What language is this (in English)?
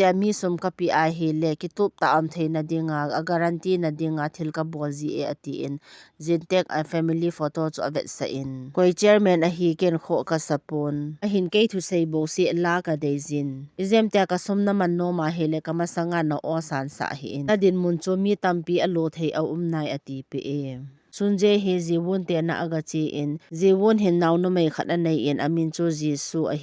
Thado Chin